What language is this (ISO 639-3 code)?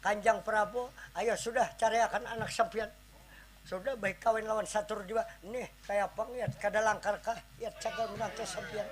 bjn